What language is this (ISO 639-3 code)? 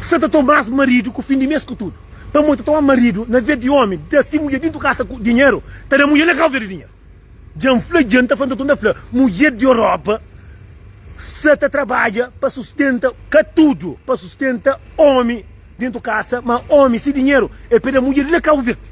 kea